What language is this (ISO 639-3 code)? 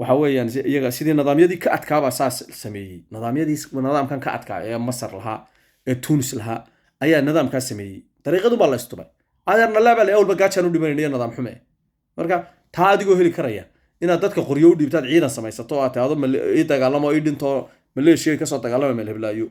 som